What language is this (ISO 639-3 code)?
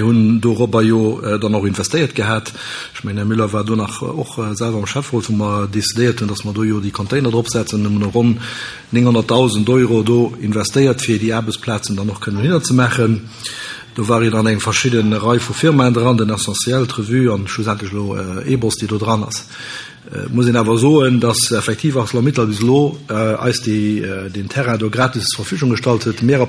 ltz